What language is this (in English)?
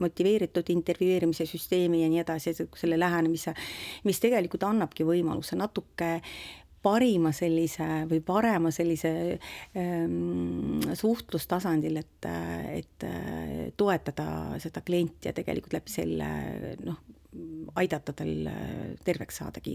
Estonian